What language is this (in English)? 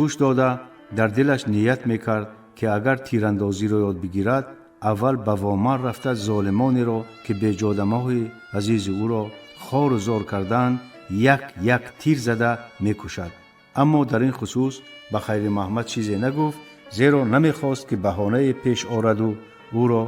Tajik